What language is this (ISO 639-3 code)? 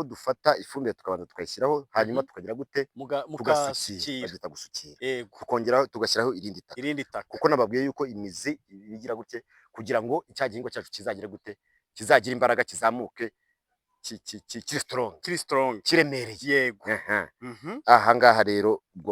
kin